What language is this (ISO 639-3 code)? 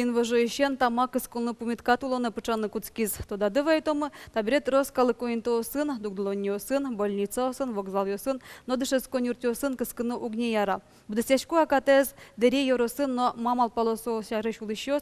udm